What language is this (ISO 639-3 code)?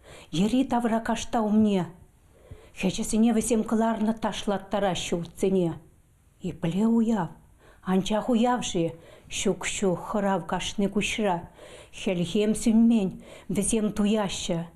chv